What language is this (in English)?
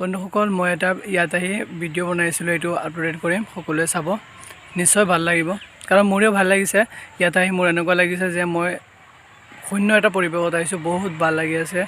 Assamese